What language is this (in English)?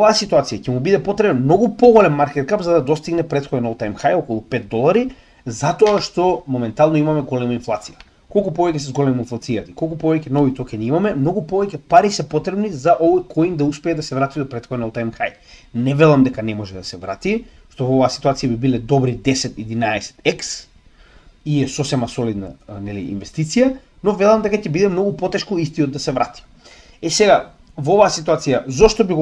Macedonian